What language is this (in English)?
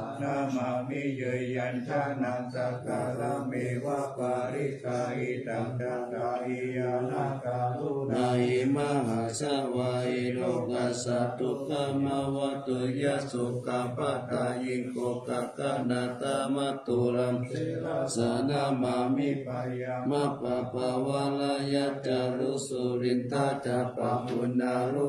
Pali